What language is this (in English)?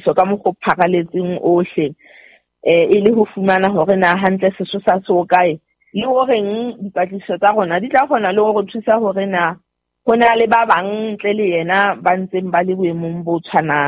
Southern Sotho